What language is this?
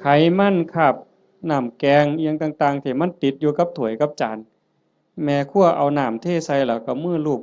Northeastern Thai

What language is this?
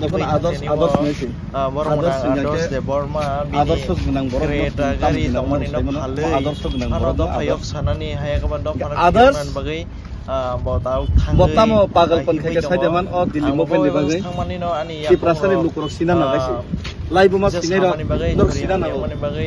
Kok Borok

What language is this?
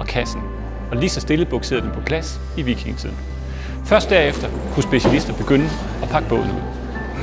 Danish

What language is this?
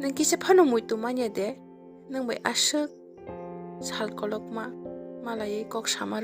Kok Borok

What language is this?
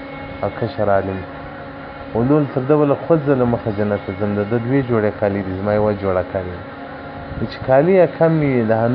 Pashto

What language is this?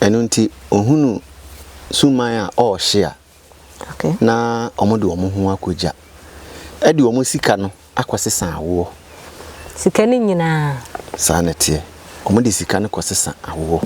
Akan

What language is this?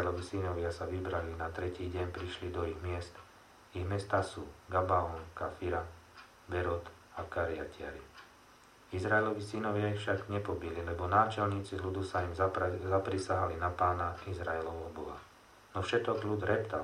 Slovak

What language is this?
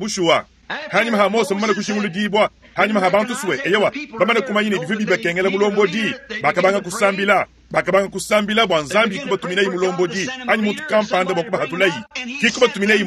Luba-Lulua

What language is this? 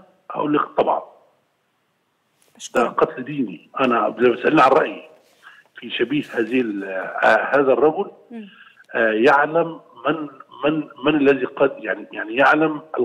Egyptian Arabic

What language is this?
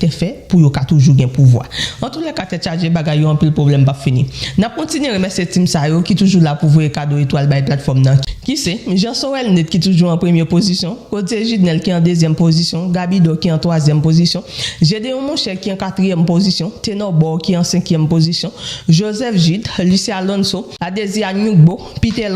Haitian Creole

